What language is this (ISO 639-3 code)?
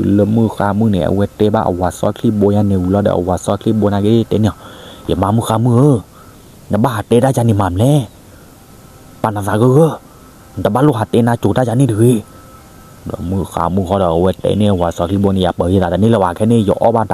ksw